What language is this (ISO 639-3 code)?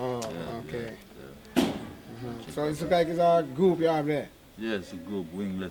jam